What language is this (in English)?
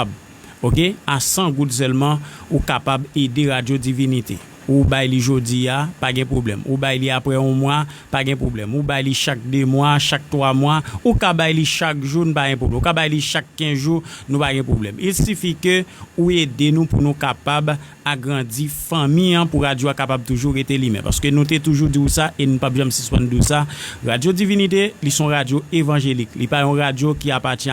Haitian Creole